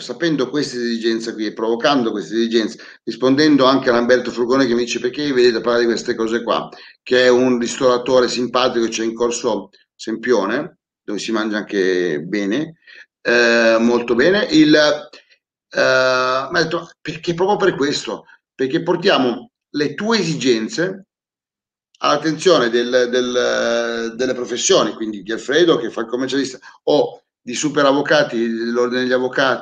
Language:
Italian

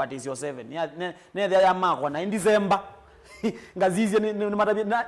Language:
Kamba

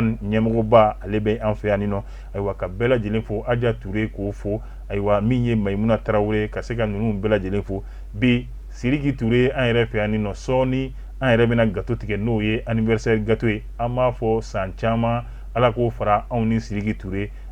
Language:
Bambara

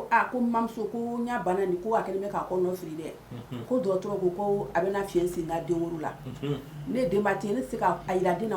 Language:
Bambara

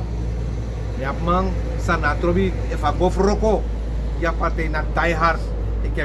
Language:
Sranan Tongo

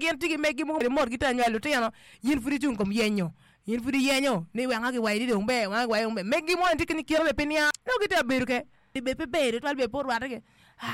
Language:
Acoli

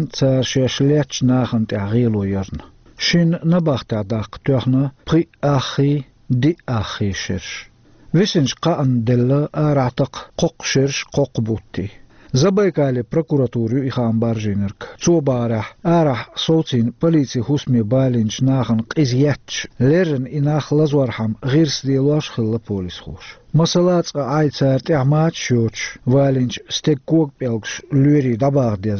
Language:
Chechen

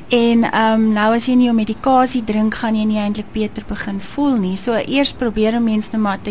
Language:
Afrikaans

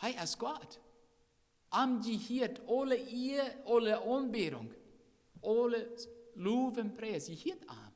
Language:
Plautdietsch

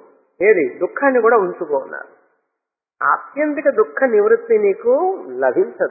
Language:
Telugu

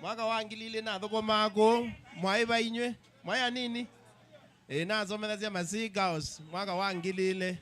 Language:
Kamba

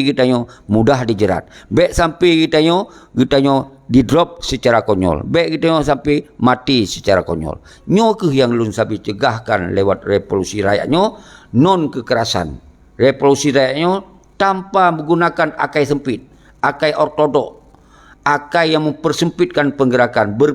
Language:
Achinese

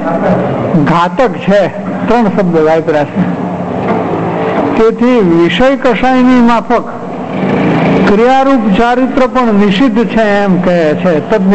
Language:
Gujarati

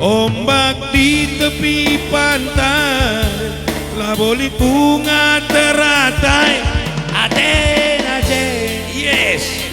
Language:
Batak Karo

